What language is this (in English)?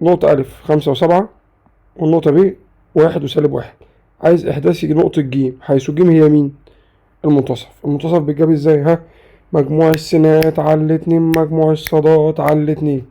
Egyptian Arabic